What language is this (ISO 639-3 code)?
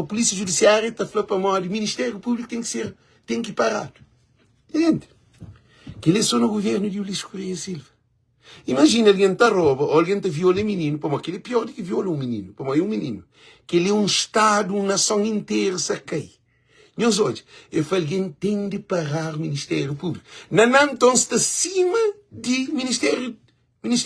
kea